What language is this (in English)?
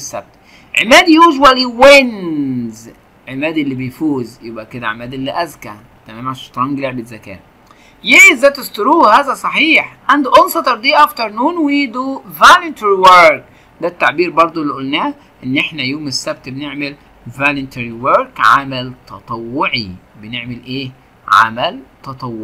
Egyptian Arabic